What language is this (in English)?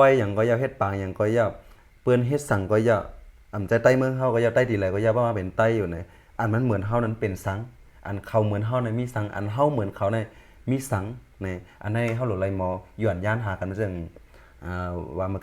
Shan